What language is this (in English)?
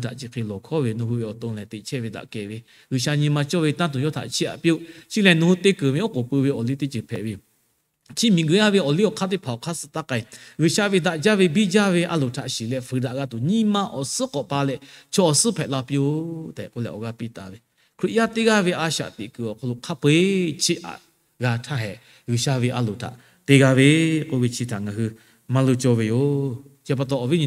Lahu